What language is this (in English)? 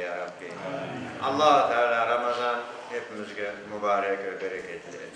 Crimean Tatar